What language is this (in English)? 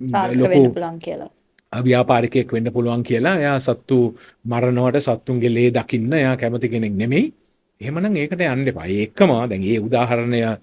Sinhala